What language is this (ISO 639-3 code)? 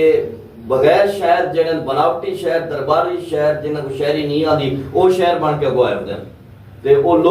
skr